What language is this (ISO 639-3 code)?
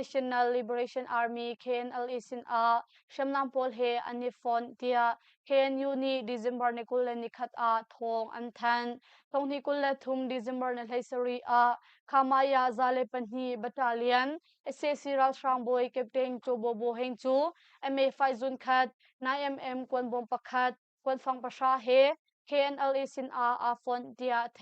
cnh